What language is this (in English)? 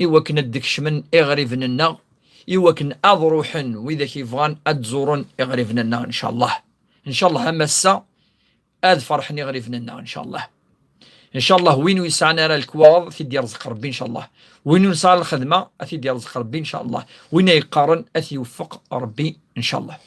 Kabyle